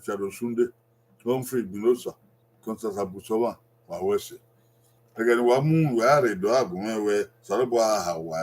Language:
Bini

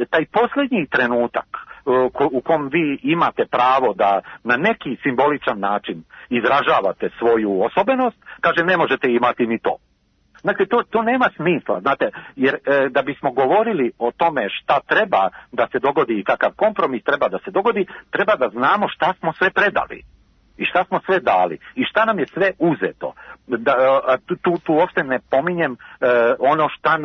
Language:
Serbian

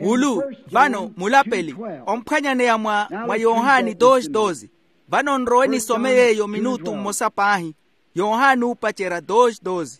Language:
Makhuwa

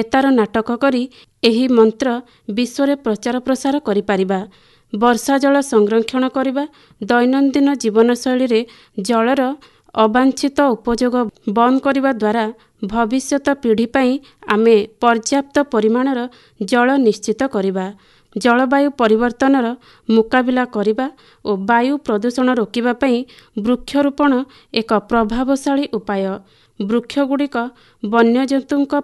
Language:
Odia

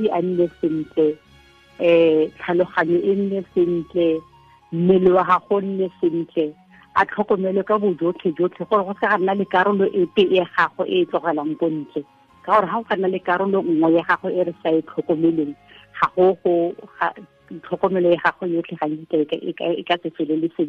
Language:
Tswana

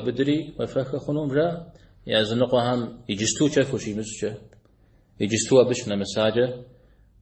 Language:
Kabardian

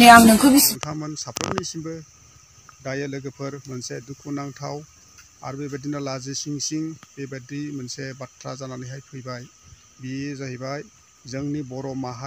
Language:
Bodo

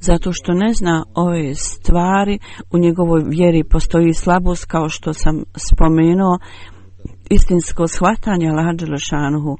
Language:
Bosnian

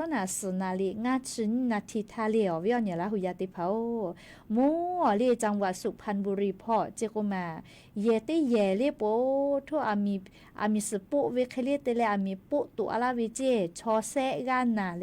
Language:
Lahu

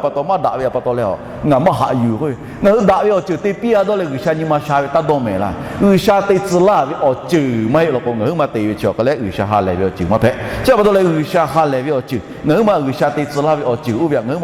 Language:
Lahu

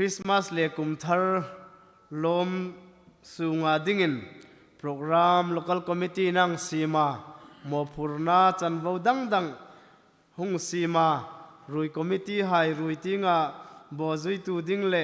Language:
Hmar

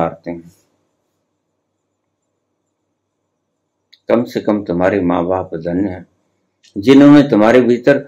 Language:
Hindi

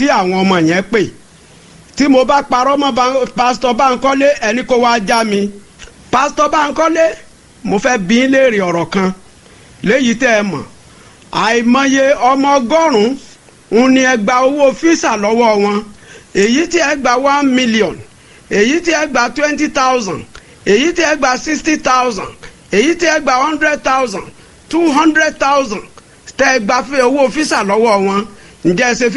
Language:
Yoruba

